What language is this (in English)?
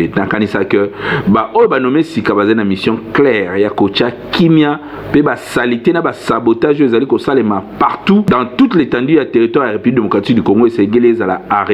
Lingala